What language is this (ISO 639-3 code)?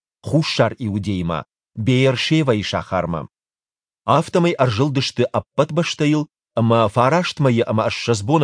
oss